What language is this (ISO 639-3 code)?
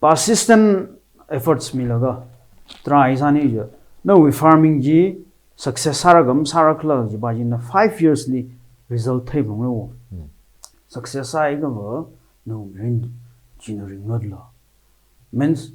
nmf